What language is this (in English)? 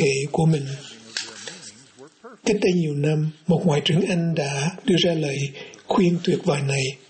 Vietnamese